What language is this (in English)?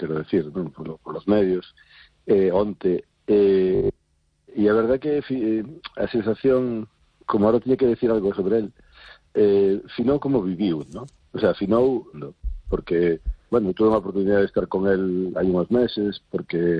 Galician